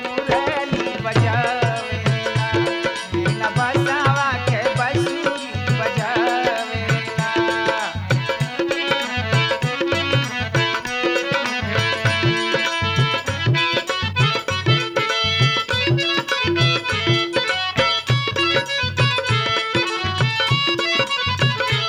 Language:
Bhojpuri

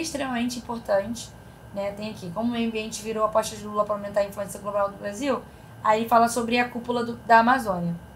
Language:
Portuguese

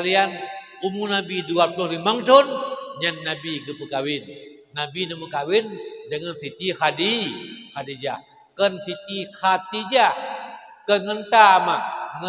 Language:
Achinese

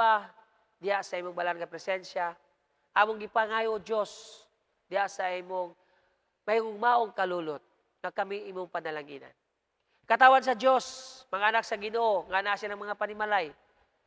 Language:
Cebuano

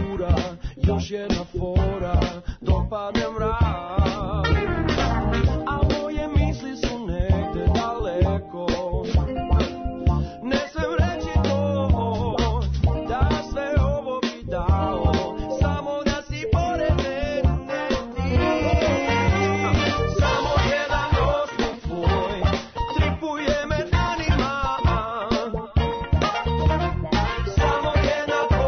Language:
Serbian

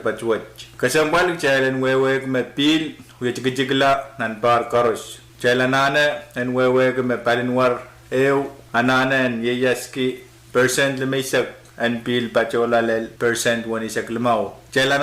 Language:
Pohnpeian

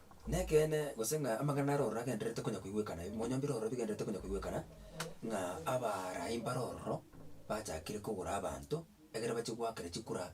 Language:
Gusii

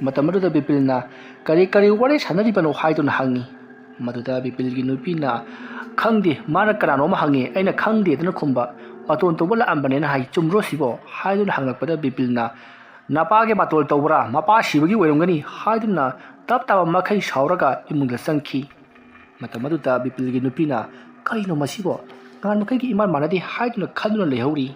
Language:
Manipuri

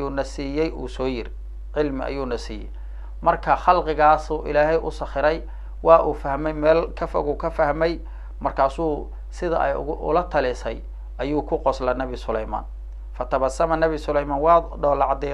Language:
Somali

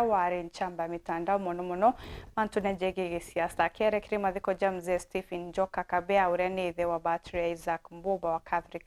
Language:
Meru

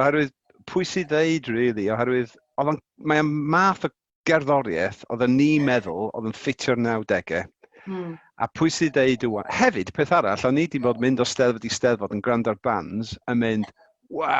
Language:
Welsh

